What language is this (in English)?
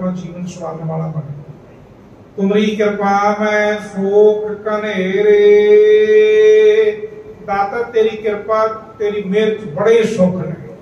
Punjabi